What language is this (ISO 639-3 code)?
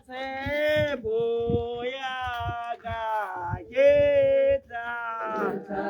tsn